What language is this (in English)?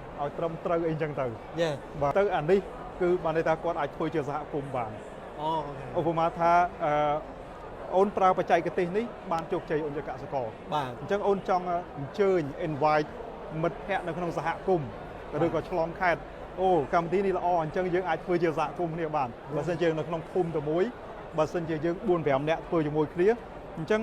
Khmer